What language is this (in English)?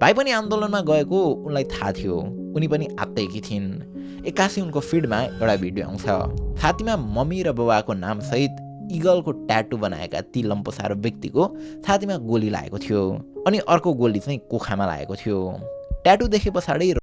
Nepali